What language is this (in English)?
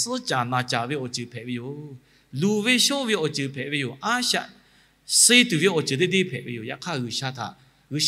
Lahu